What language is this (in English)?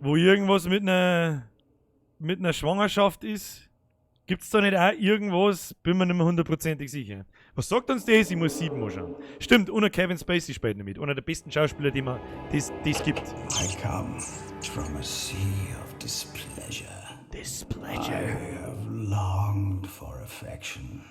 Bavarian